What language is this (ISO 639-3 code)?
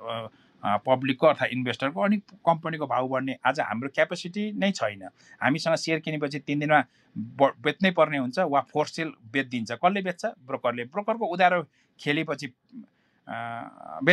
nep